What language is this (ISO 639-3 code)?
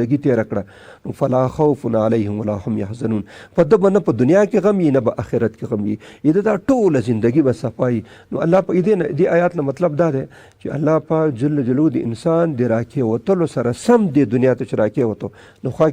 pus